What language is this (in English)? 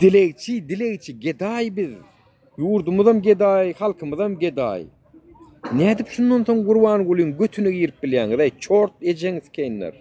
Turkmen